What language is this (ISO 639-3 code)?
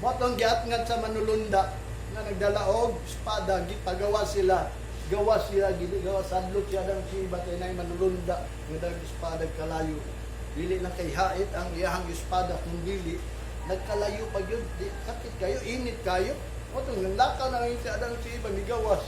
ceb